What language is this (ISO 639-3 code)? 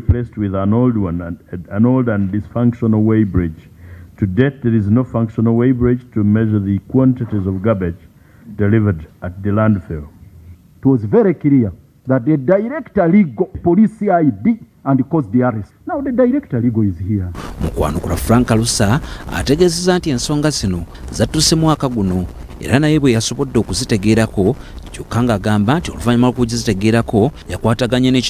lug